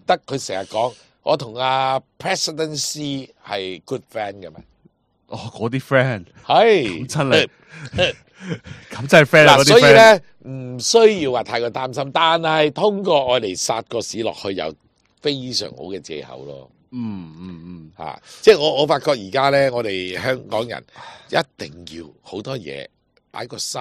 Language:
Cantonese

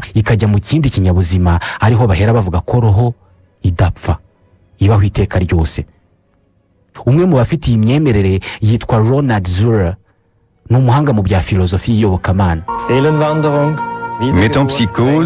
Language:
Kinyarwanda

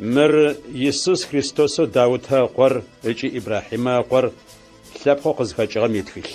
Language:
Adyghe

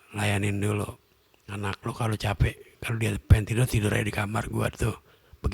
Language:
Betawi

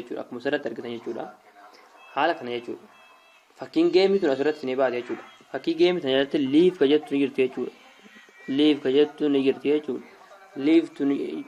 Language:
Oromo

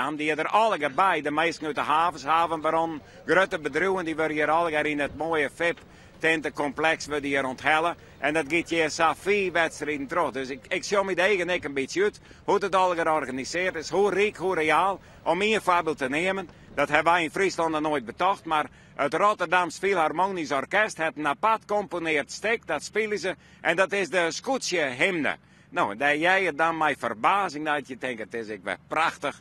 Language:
Western Frisian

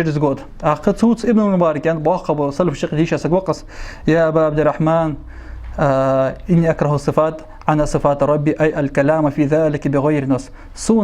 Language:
Ingush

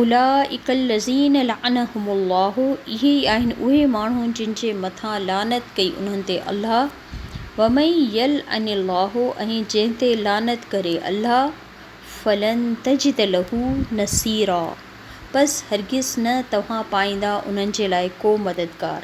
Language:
Sindhi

